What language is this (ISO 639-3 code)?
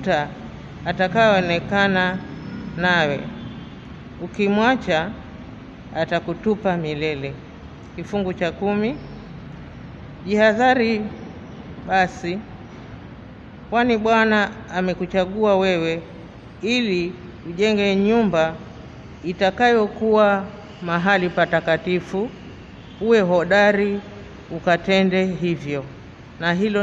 swa